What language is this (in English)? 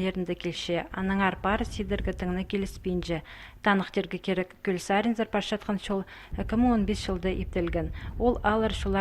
Khakas